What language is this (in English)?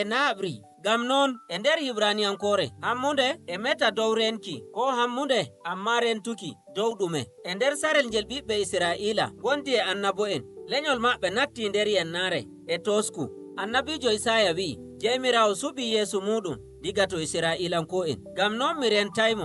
Nigerian Fulfulde